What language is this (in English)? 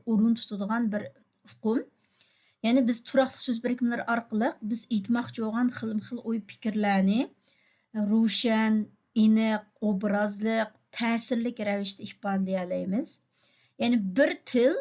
Uyghur